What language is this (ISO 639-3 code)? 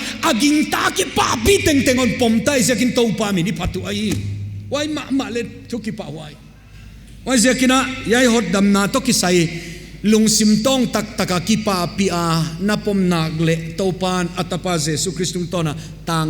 pck